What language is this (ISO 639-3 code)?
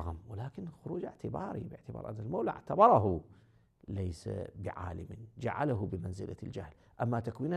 ary